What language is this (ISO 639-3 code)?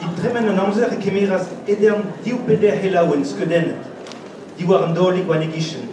bre